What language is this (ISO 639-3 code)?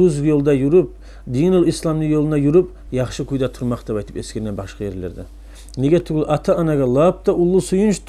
kum